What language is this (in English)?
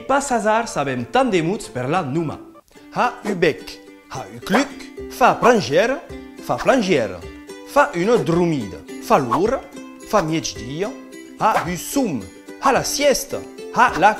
Occitan